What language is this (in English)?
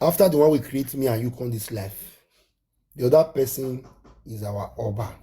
Nigerian Pidgin